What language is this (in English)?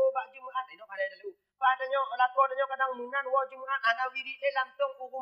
Achinese